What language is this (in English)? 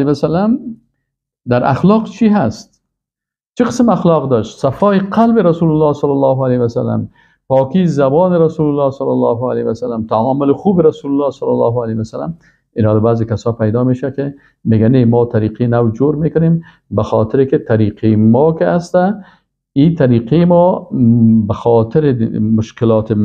Persian